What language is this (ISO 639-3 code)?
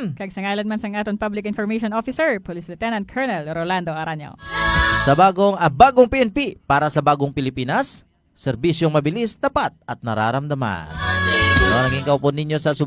hil